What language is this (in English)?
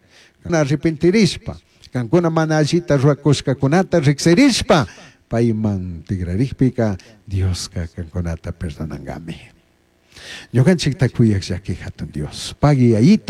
Chimborazo Highland Quichua